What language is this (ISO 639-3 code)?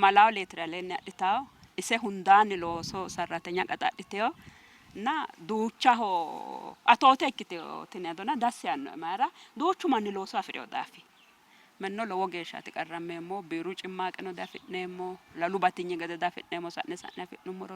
sid